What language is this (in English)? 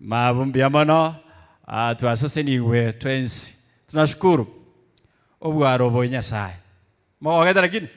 Gusii